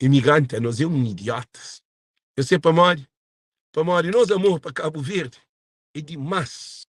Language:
Kabuverdianu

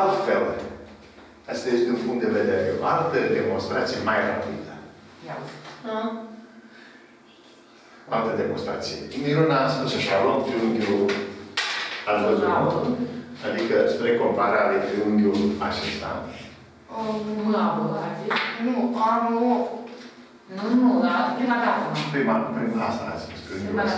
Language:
Romanian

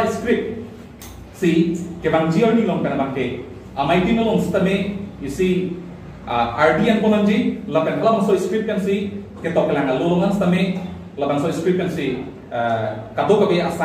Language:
Karbi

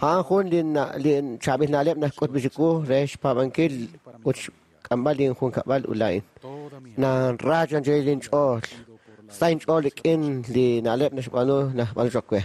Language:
Kekchí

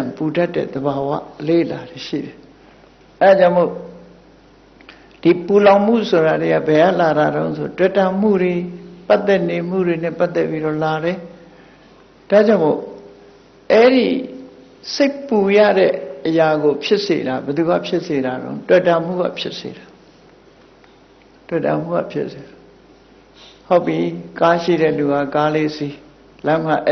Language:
Burmese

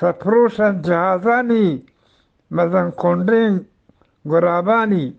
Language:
Eastern Balochi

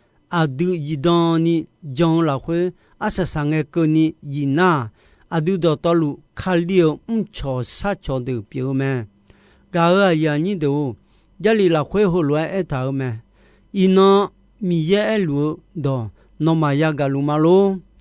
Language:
Akha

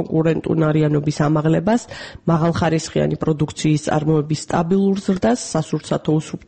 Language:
Georgian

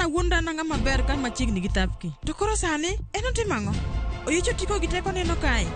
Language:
Luo (Kenya and Tanzania)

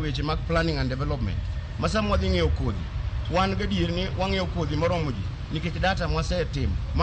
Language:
Luo (Kenya and Tanzania)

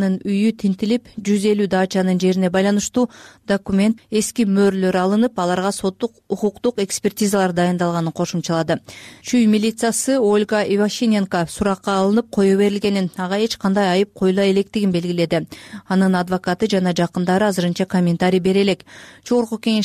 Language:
Kyrgyz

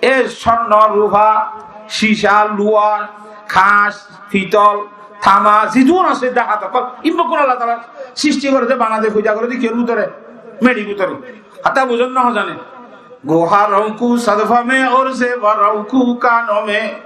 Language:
Rohingya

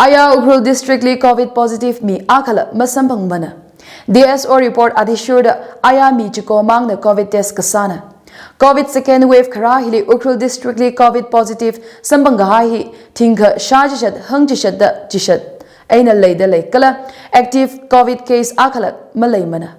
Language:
Tangkhul Naga (India)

